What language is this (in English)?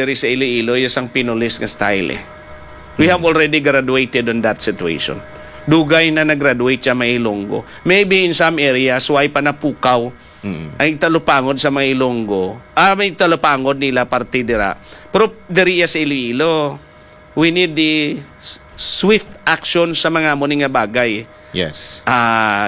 Hiligaynon